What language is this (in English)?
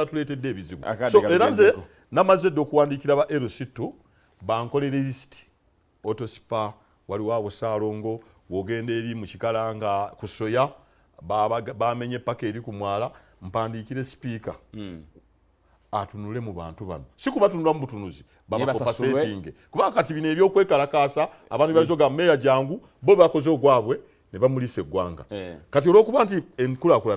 Ganda